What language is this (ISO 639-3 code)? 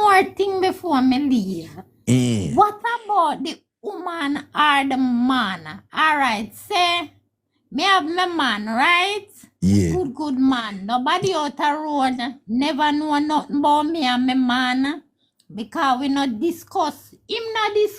jam